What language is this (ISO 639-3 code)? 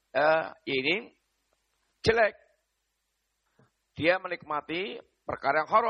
ind